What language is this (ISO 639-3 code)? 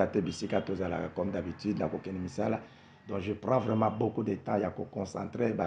lin